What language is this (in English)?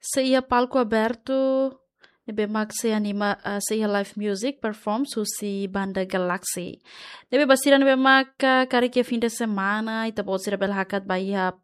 Tetum